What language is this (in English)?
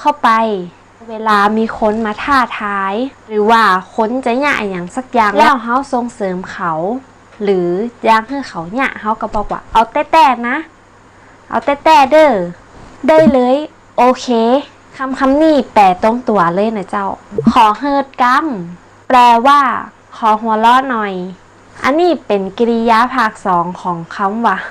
Northern Thai